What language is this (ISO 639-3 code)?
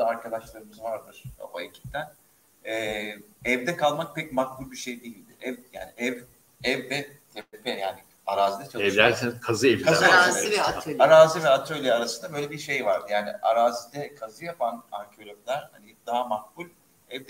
tur